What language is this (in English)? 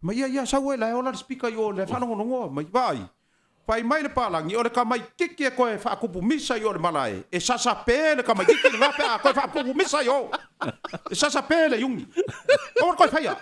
Samoan